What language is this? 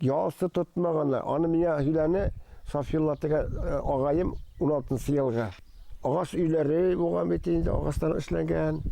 Bashkir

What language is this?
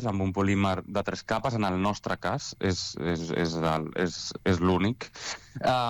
Catalan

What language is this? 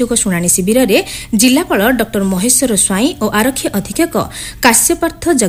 Odia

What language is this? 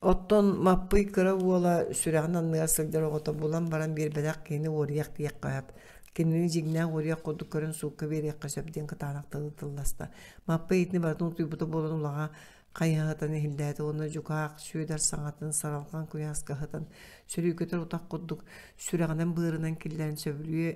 Yakut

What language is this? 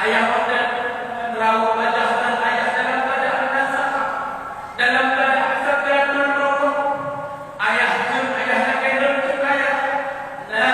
Achinese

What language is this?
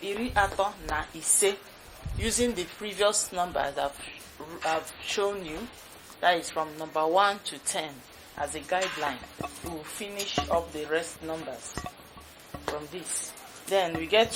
Igbo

